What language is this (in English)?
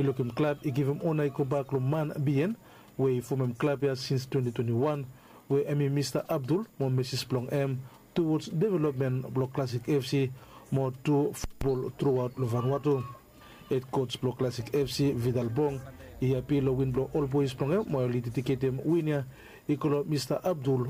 Bislama